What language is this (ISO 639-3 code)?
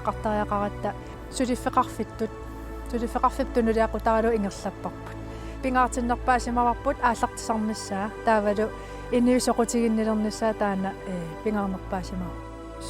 kal